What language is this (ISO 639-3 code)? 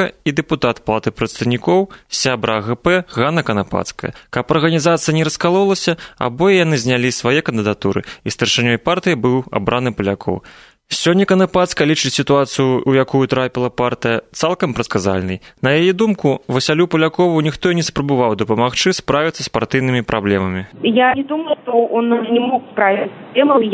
bel